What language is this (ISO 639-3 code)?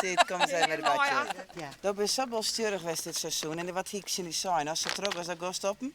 fry